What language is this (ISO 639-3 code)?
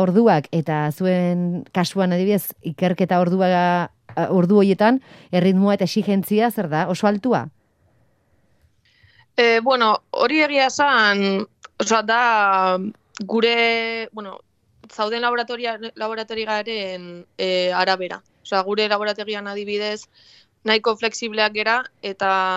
eus